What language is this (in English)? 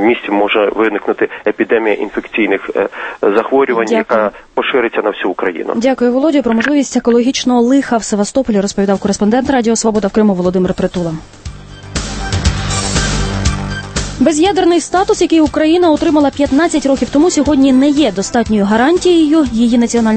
Ukrainian